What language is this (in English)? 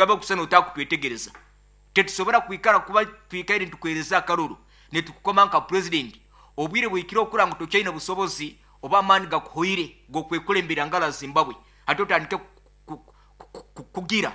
Nyoro